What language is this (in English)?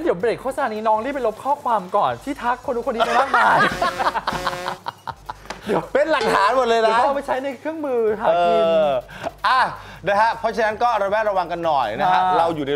Thai